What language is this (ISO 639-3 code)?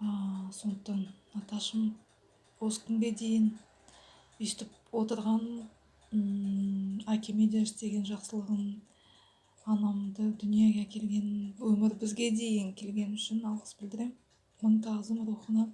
kaz